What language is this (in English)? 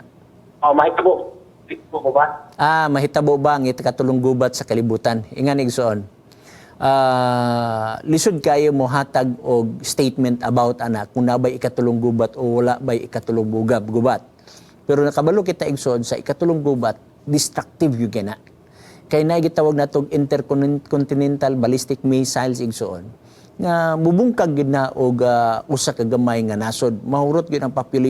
Cebuano